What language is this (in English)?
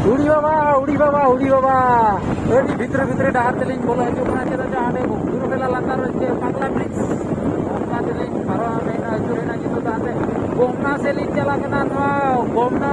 Santali